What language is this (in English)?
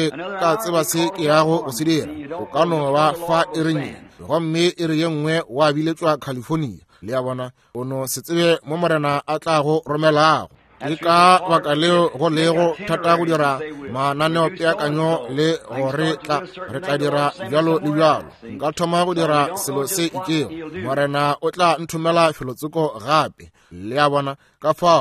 Northern Sotho